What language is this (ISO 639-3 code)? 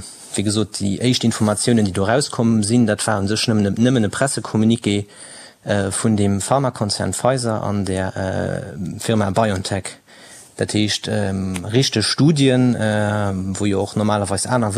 ltz